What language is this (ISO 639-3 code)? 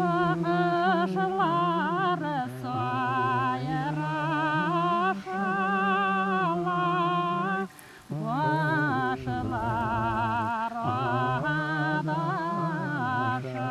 bak